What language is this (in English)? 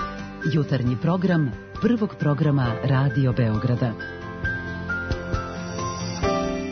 Serbian